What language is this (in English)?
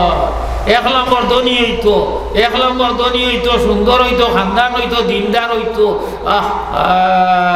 Sylheti